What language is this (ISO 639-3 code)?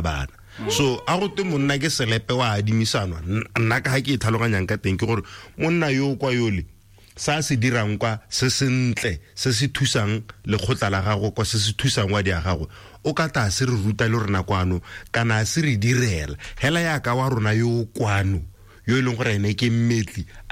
tsn